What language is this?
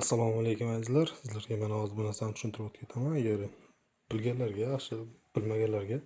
Uzbek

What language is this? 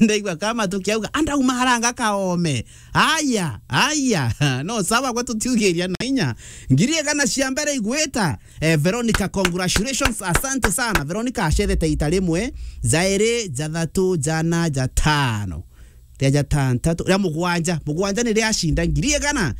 Meru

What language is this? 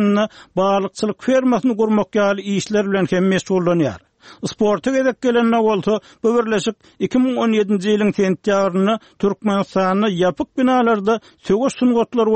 Turkmen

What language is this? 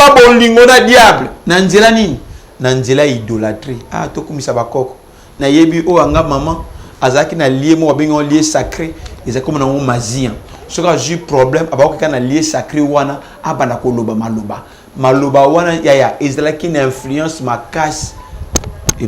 Lingala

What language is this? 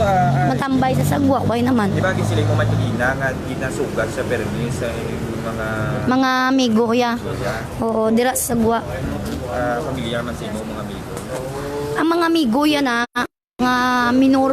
Hiligaynon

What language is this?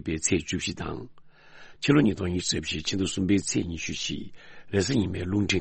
Tibetan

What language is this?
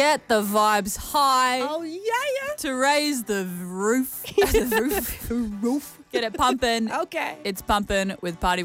English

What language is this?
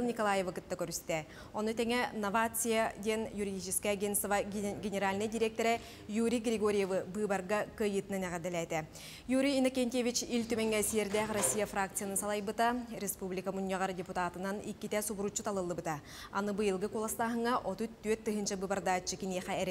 Yakut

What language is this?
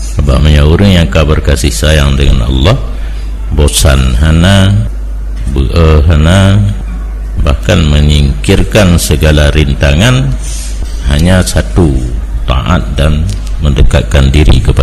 Achinese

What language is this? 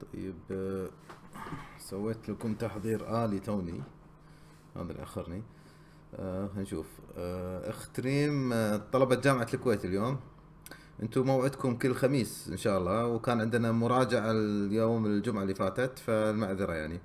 Gulf Arabic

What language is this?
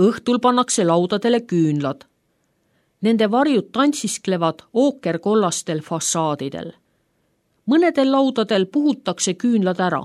Estonian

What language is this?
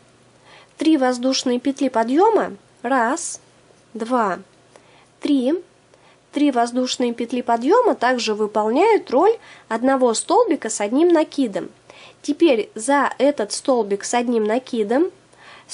Russian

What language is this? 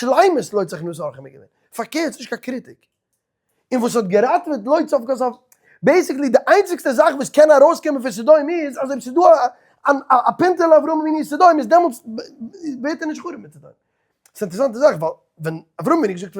Yiddish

